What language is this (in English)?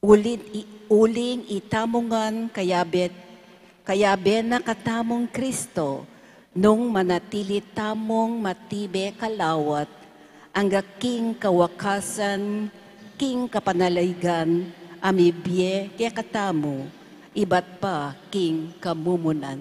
Pampanga